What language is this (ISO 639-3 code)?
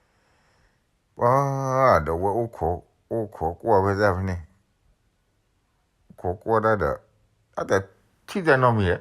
ksw